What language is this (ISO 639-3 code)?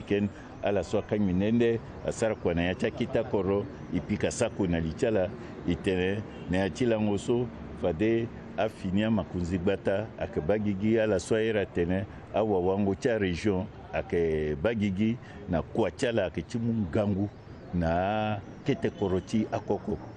sag